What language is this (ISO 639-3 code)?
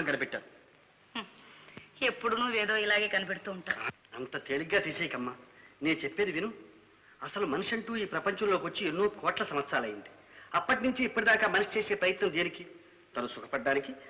tel